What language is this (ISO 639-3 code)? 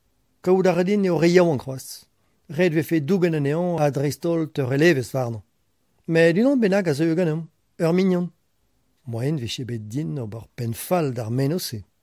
bre